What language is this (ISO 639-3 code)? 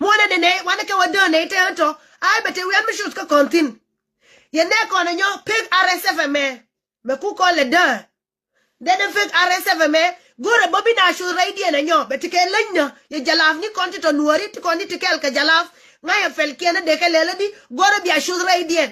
nus